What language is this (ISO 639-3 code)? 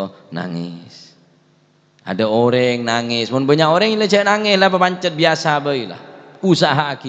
mad